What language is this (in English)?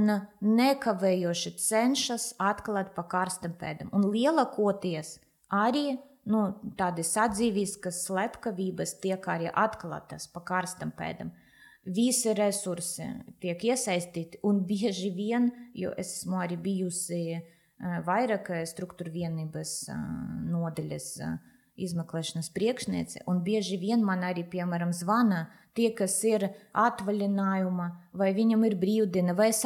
Latvian